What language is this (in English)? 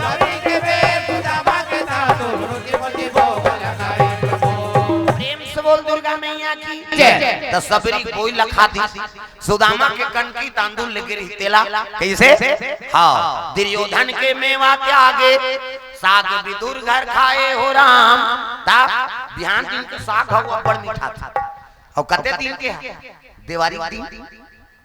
Chhattisgarhi